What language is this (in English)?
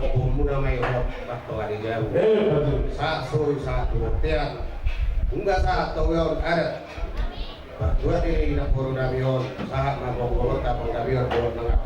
Batak Toba